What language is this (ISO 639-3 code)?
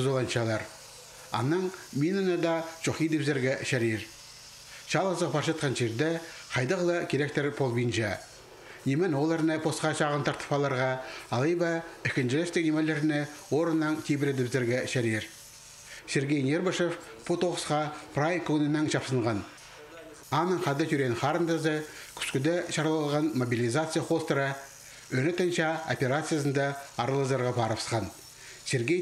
kjh